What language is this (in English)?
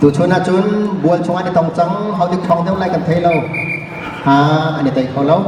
Hakha Chin